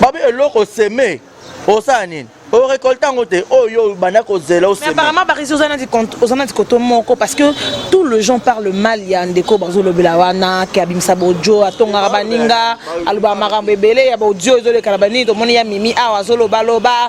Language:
Lingala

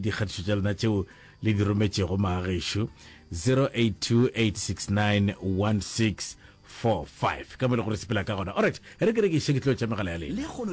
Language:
Northern Sotho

